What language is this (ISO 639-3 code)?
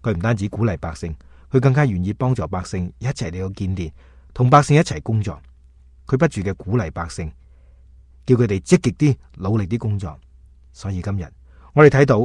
yue